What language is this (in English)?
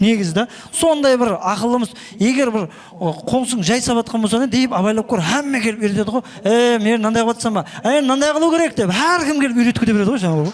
Kara-Kalpak